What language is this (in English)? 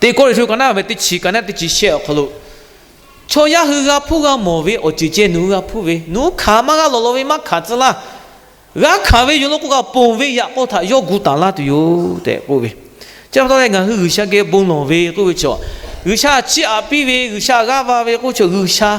Lahu